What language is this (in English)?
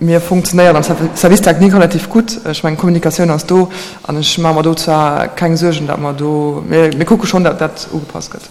Luxembourgish